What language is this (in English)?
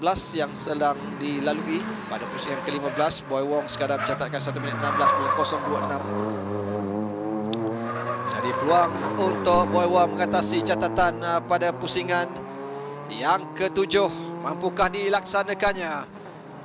Malay